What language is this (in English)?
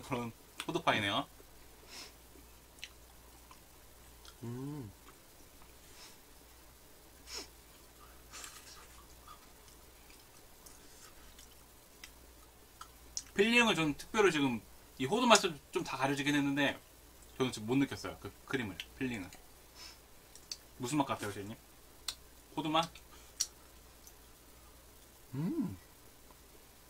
Korean